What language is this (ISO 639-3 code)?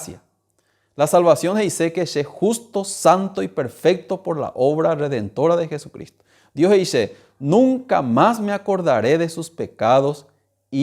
grn